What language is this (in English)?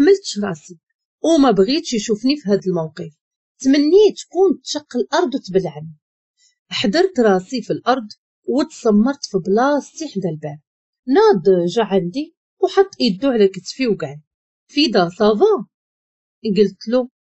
Moroccan Arabic